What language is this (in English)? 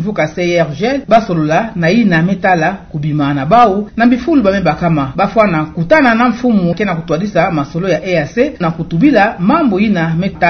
Kituba (Democratic Republic of Congo)